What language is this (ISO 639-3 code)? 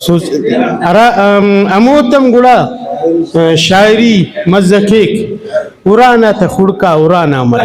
brh